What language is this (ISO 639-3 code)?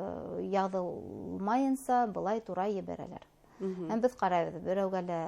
bak